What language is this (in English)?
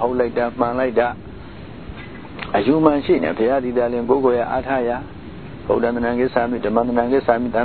Burmese